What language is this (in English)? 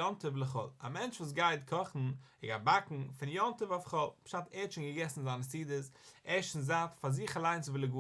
Yiddish